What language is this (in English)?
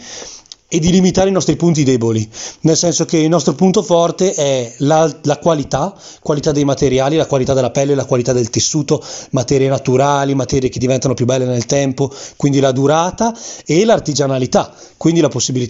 Italian